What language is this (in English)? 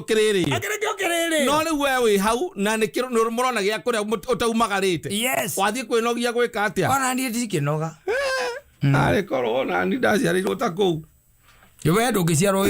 Kikuyu